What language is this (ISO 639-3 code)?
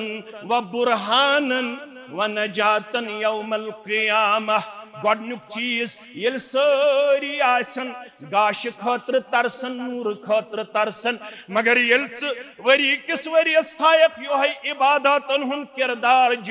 kas